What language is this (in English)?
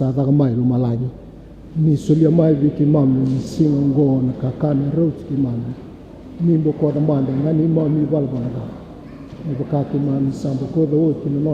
Fijian